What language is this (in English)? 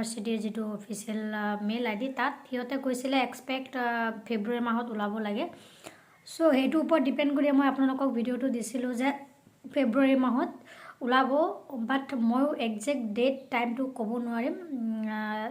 Assamese